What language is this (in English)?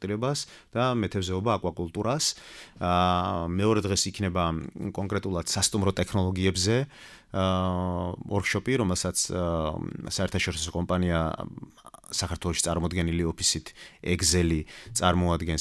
Georgian